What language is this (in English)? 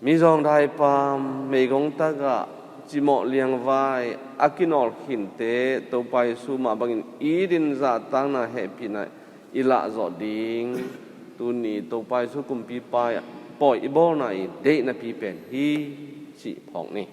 Tedim Chin